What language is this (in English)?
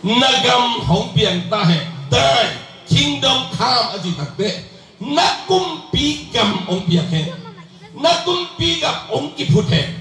Tedim Chin